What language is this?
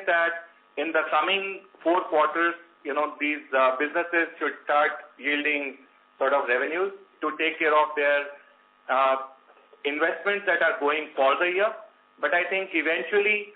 English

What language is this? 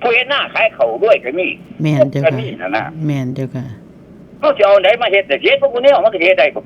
Northeastern Thai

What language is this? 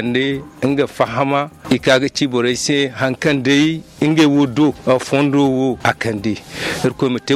Zarma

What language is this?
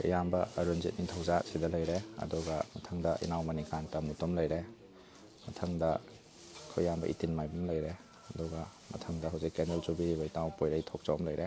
Manipuri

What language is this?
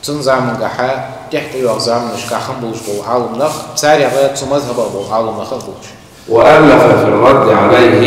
Ingush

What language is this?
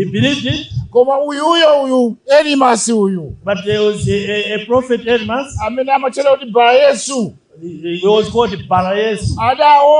Nyanja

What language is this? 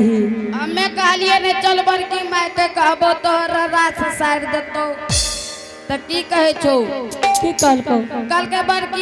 Angika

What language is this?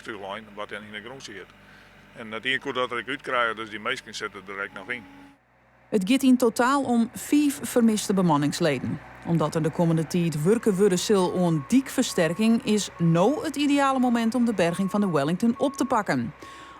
Western Frisian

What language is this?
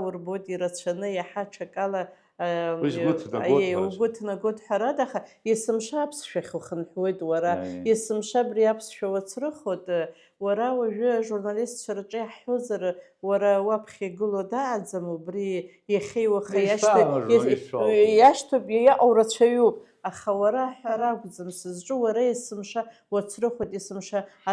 Abkhazian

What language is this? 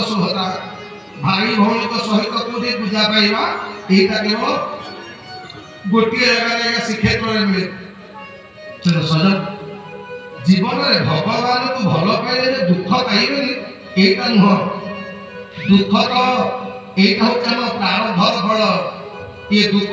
Odia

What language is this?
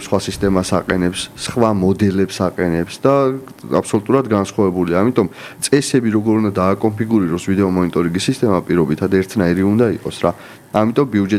Georgian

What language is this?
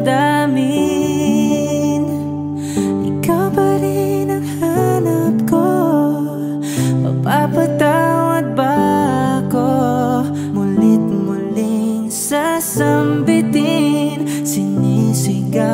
Filipino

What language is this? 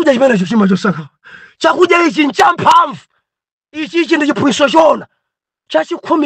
Nyanja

